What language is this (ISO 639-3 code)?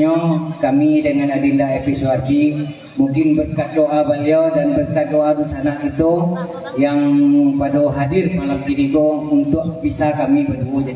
min